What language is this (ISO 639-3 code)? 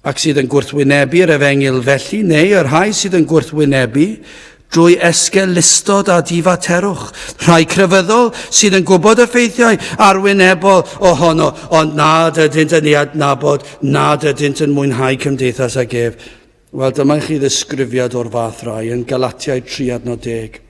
cym